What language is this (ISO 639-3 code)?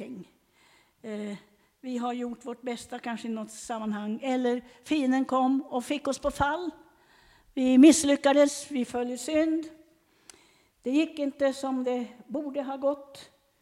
swe